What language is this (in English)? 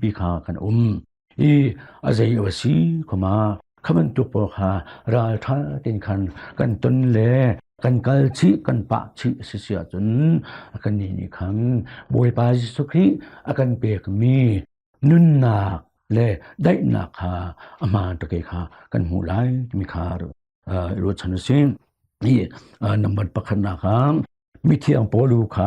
Hakha Chin